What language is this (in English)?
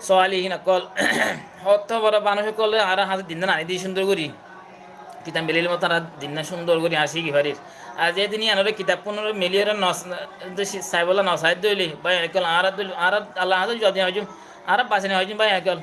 Rohingya